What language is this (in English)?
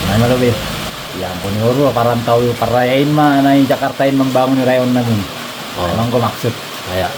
Batak Simalungun